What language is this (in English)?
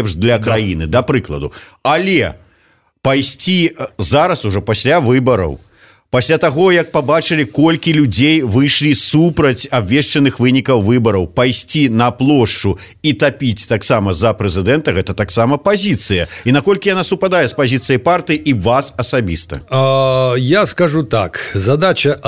Belarusian